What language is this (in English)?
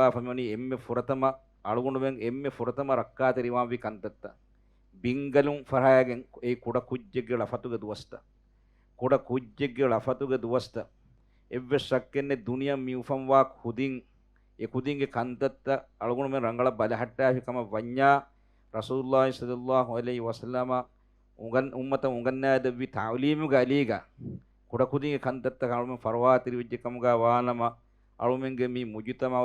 Divehi